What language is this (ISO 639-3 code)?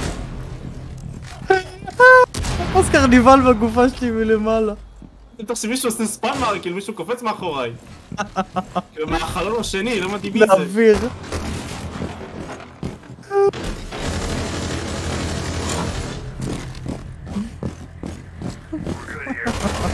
heb